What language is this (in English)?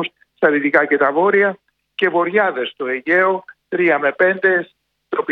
Greek